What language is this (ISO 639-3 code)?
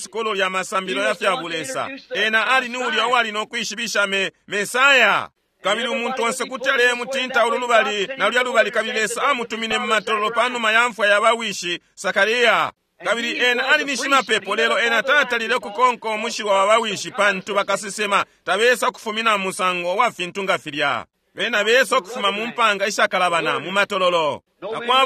bem